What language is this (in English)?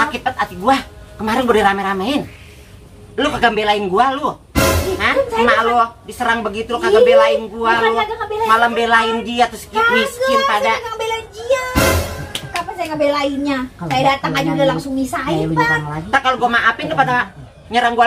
Betawi